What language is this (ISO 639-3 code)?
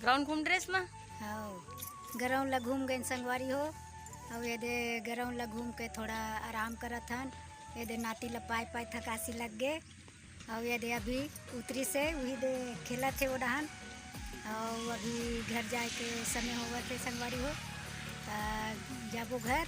hne